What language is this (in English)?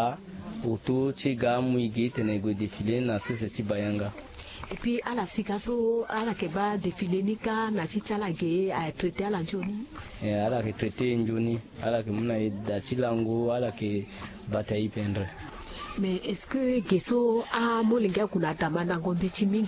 Sango